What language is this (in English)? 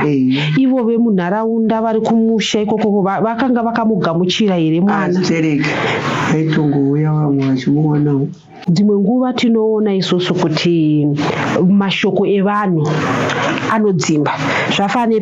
Shona